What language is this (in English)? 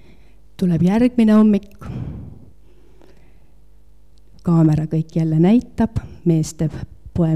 Estonian